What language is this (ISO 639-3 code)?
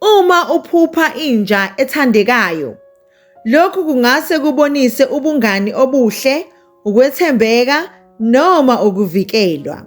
zul